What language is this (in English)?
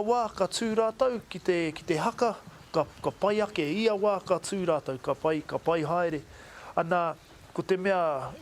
Māori